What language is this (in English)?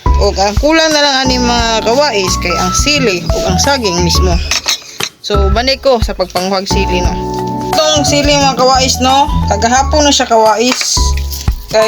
Cebuano